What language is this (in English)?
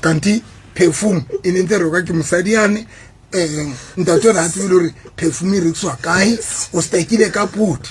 Southern Sotho